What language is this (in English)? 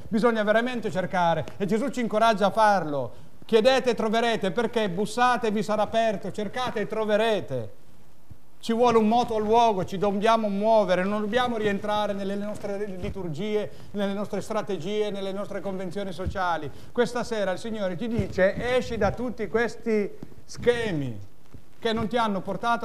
Italian